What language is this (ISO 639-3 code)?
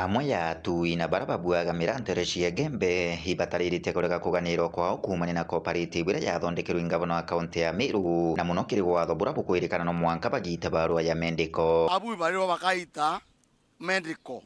mer